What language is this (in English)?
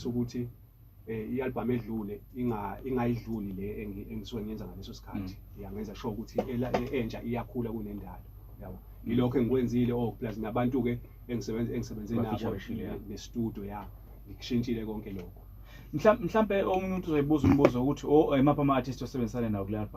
Zulu